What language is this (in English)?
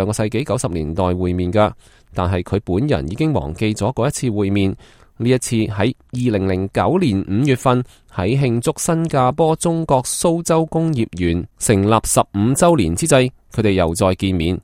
Cantonese